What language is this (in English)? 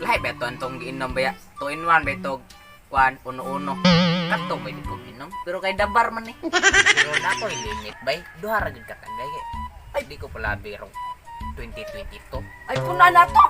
Cebuano